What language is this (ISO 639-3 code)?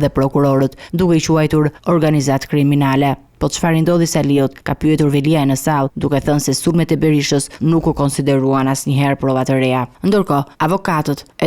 sqi